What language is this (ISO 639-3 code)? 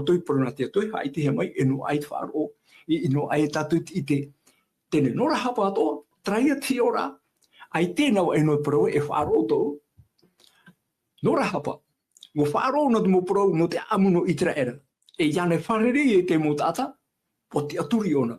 tah